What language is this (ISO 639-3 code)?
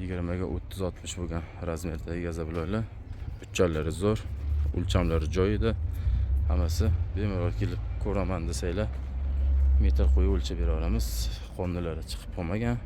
uzb